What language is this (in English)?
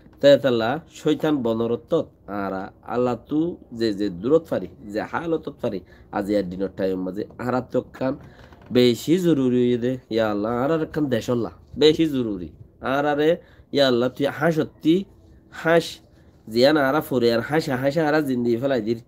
Rohingya